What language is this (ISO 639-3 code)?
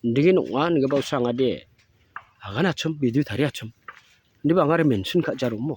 grt